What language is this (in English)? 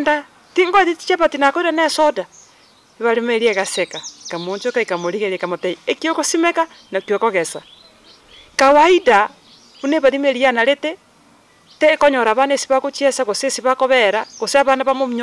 Gusii